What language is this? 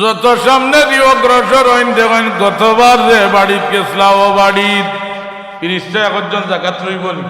Sylheti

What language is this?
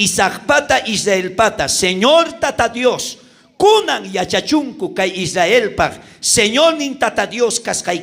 South Bolivian Quechua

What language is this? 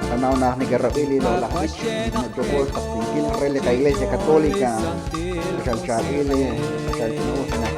Kekchí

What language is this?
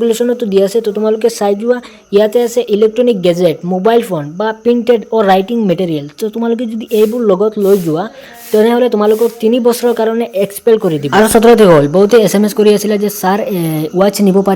Assamese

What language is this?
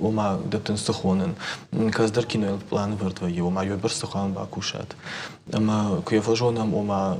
Ossetic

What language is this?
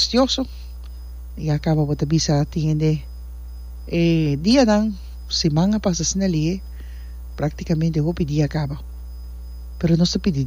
Papiamento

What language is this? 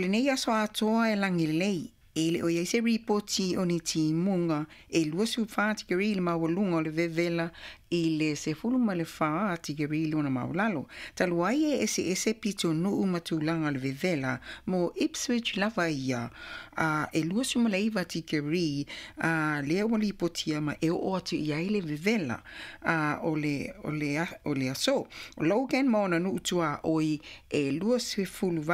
Samoan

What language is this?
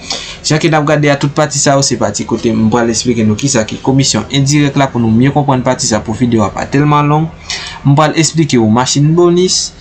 Haitian Creole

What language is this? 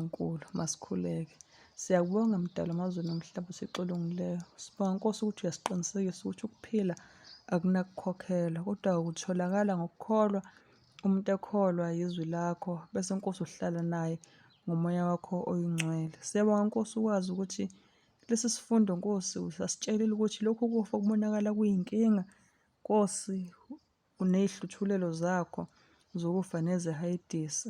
Zulu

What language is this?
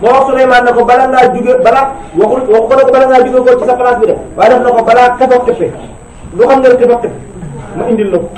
Wolof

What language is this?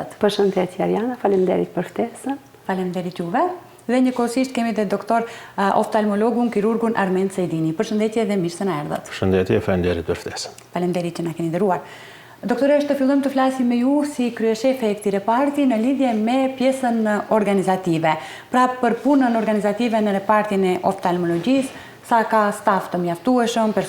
Albanian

